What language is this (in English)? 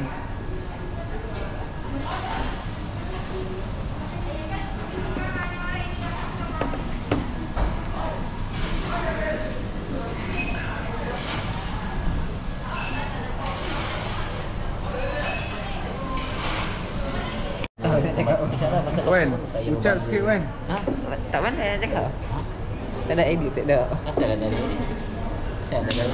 Malay